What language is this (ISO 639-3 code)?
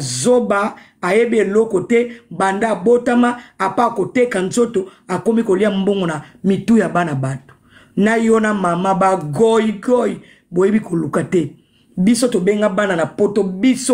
lin